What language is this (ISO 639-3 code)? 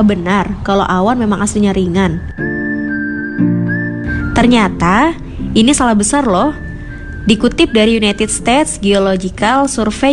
ind